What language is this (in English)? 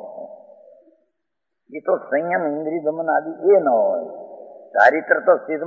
Gujarati